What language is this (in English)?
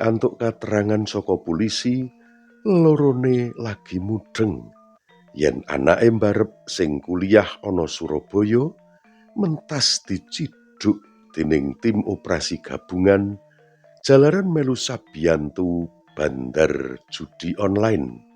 Javanese